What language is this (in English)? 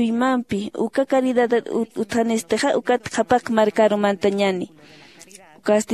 Aymara